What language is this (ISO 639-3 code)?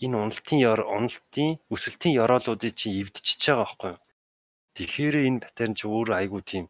mon